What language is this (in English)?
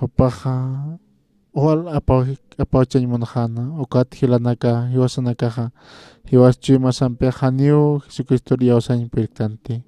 Aymara